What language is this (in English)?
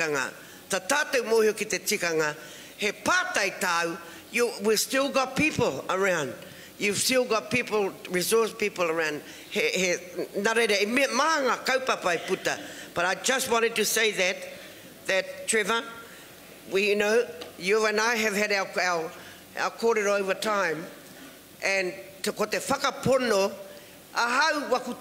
Māori